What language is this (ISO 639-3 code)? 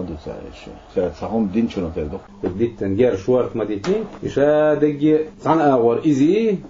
che